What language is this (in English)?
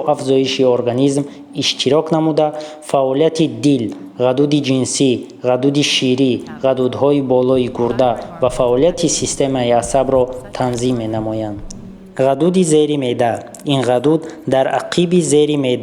Tajik